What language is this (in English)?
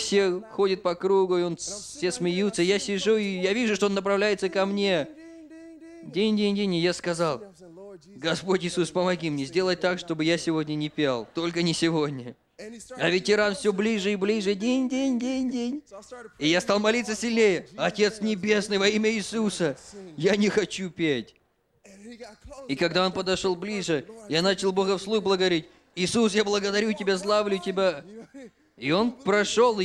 Russian